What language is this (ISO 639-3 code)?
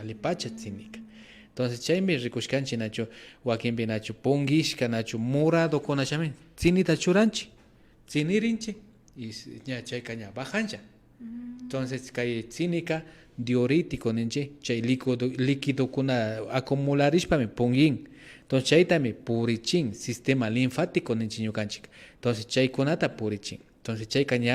qvi